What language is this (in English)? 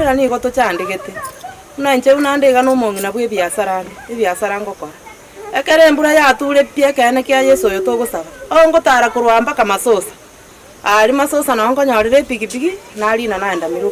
Gusii